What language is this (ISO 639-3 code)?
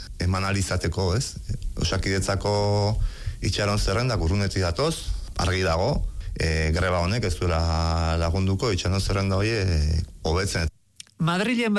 eus